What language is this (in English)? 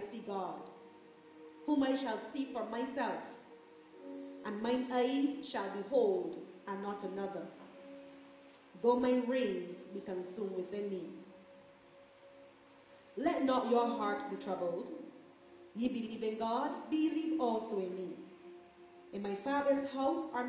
English